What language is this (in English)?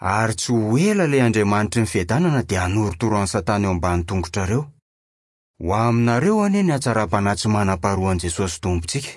Malagasy